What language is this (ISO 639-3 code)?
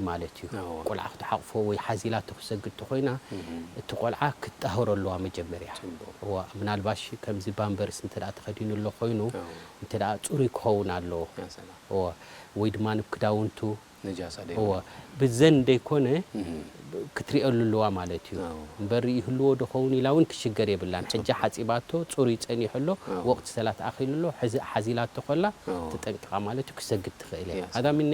tir